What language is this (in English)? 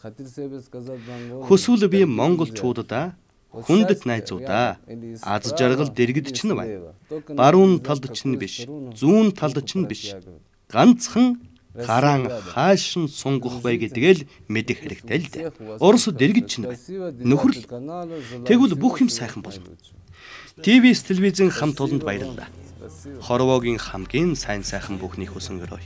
Mongolian